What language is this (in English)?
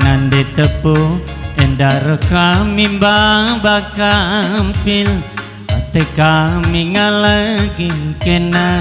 Batak Karo